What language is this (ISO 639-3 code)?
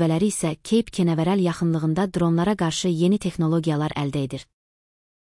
aze